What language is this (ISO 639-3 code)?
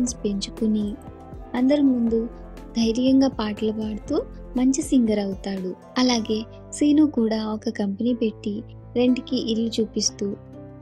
tel